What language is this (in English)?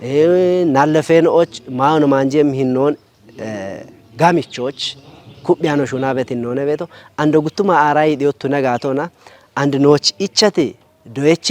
Kafa